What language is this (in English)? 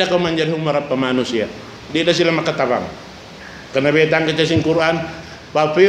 Tausug